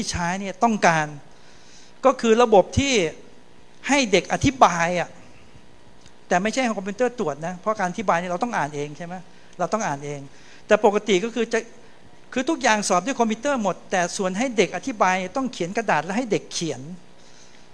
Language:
Thai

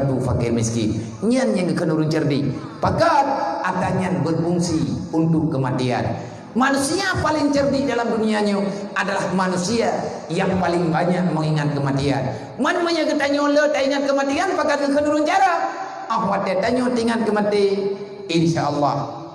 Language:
Achinese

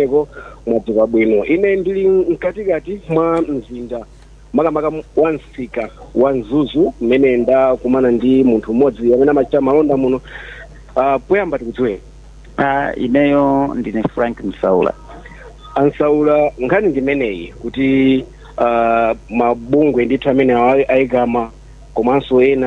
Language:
Nyanja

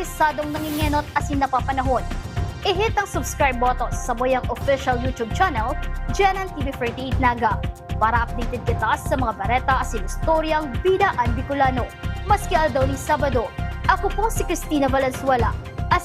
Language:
Bikol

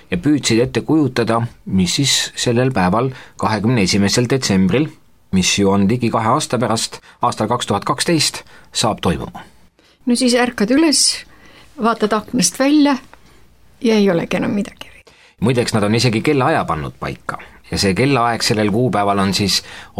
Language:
Estonian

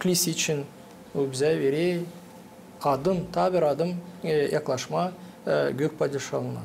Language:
Gagauz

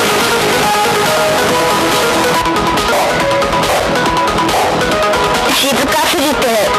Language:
Japanese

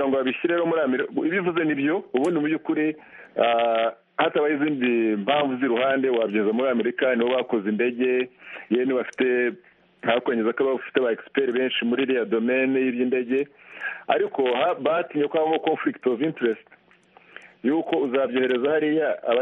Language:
Kinyarwanda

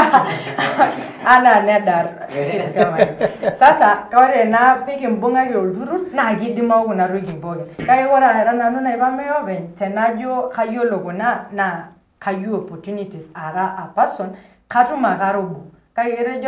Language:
Masai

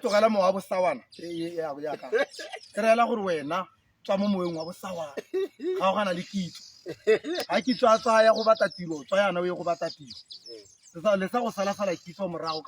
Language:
Tswana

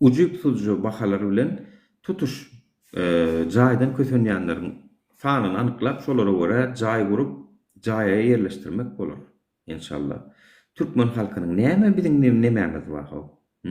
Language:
Turkmen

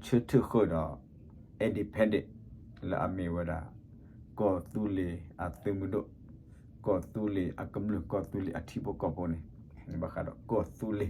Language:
S'gaw Karen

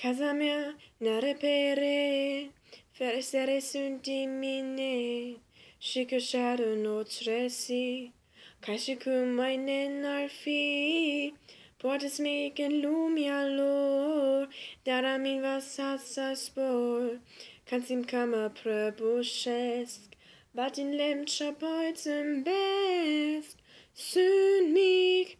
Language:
Romanian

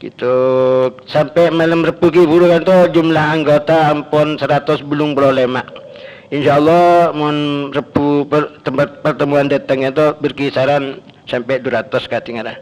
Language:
Madurese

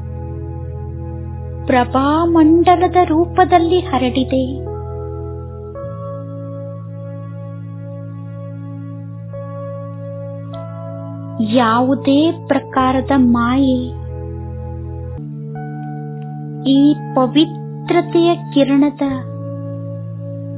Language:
Kannada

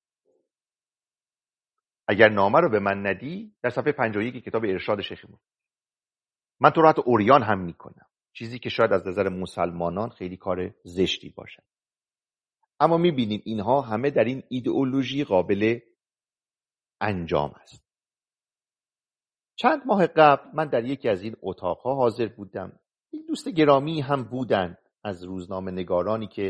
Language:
Persian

